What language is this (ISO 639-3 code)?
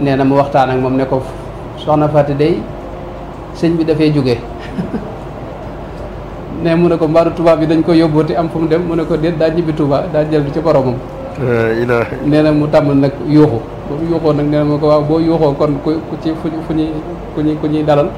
wol